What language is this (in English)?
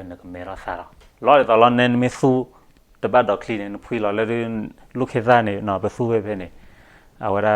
S'gaw Karen